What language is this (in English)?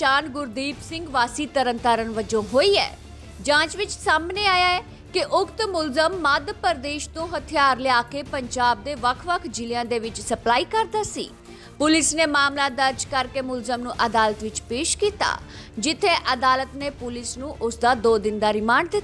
Punjabi